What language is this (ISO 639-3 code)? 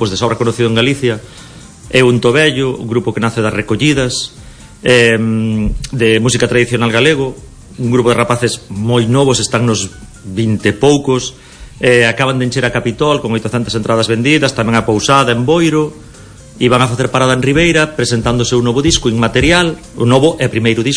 glg